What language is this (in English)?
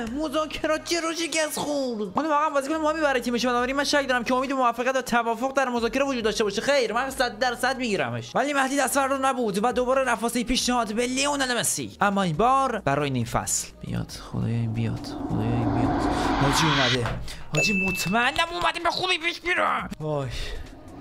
Persian